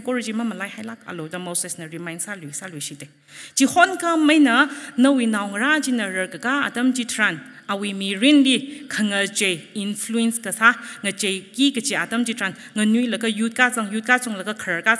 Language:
Tangkhul Naga (India)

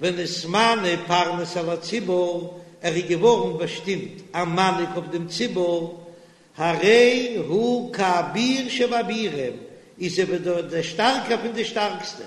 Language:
Yiddish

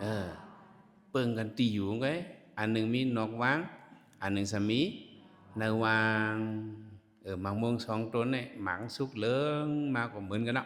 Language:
Shan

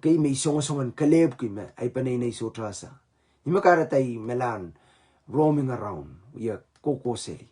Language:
Pohnpeian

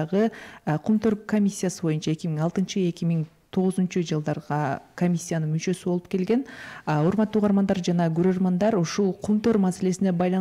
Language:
Kyrgyz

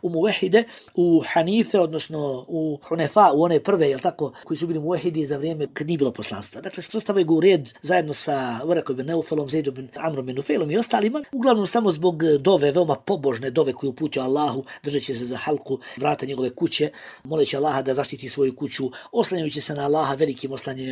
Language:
Bosnian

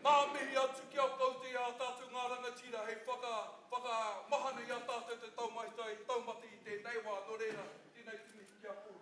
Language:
Māori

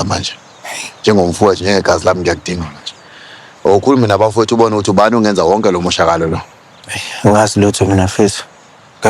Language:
Zulu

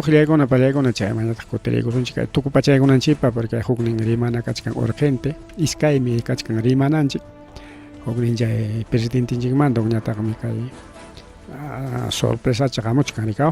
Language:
Ayacucho Quechua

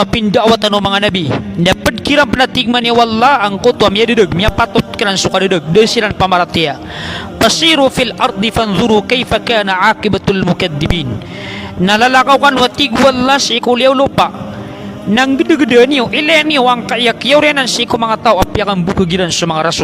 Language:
Maranao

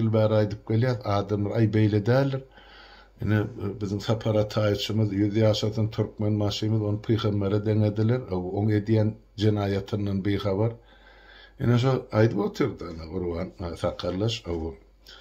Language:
Turkmen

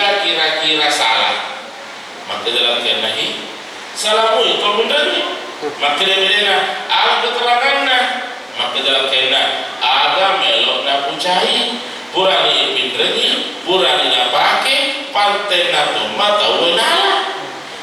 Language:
Buginese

